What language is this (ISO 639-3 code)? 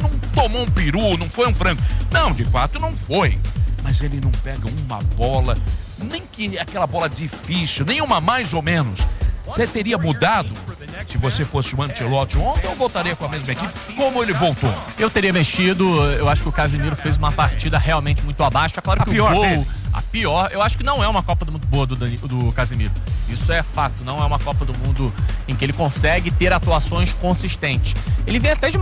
por